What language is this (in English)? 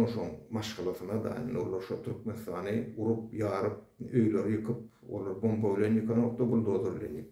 Turkmen